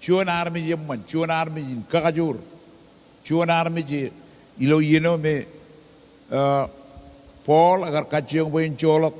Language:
Marshallese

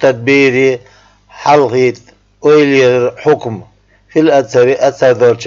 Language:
Chechen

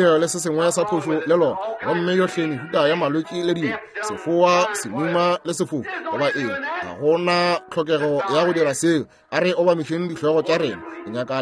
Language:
Northern Sotho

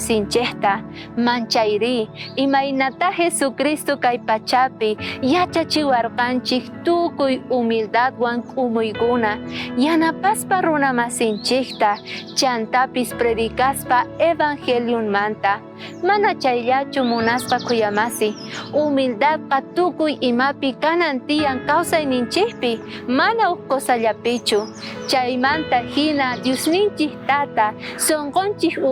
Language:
South Bolivian Quechua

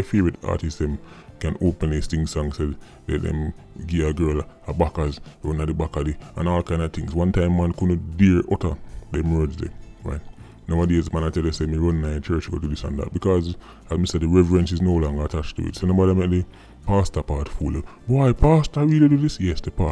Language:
Jamaican Creole English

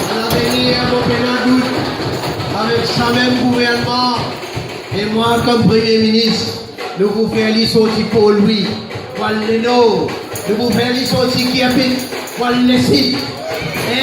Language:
Morisyen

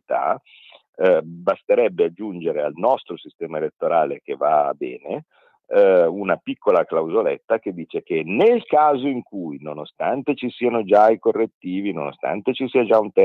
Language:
Italian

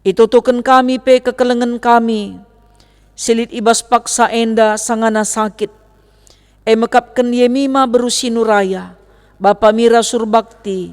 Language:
Batak Karo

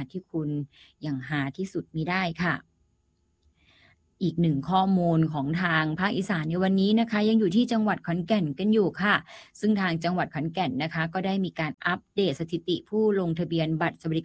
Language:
Thai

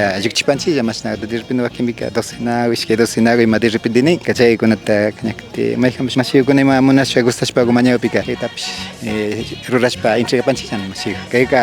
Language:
Imbabura Highland Quichua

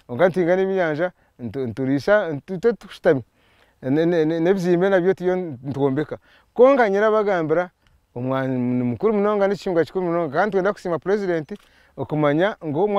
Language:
Nyankole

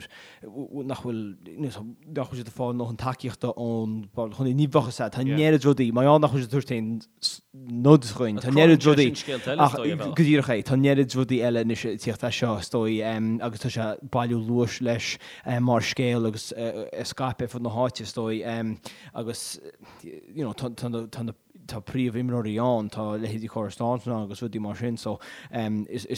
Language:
Irish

